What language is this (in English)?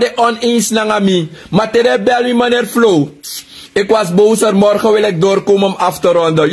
Sranan Tongo